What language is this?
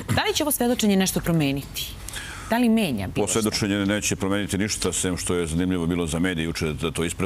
Serbian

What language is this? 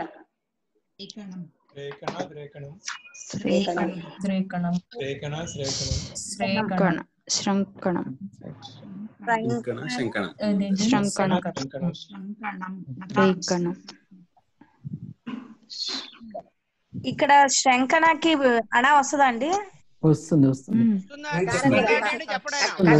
Telugu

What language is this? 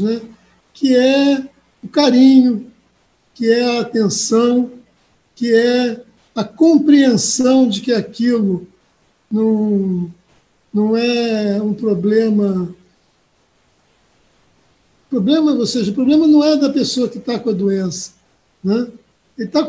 Portuguese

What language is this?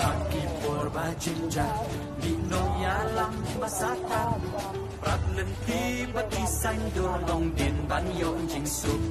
Khasi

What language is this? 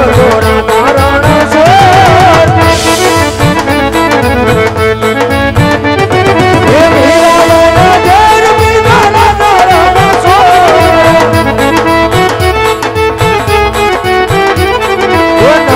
Gujarati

